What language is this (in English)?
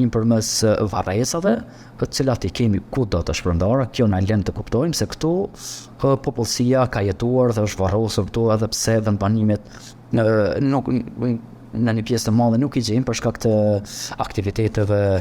Albanian